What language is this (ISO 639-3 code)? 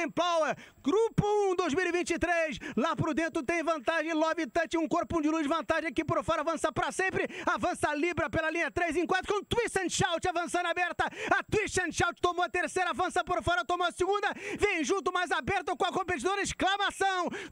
por